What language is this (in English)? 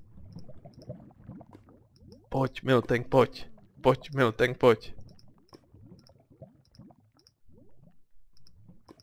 Czech